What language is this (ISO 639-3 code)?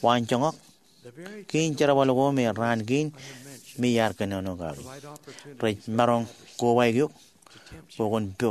mah